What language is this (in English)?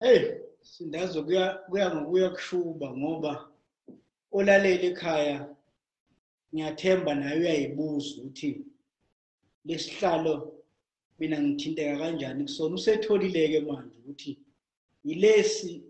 Zulu